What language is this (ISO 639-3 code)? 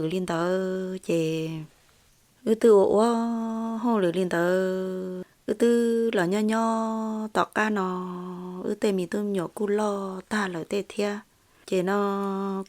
hmn